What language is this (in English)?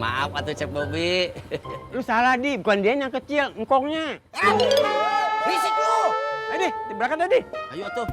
Betawi